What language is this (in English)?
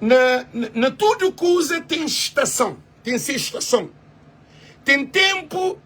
Kabuverdianu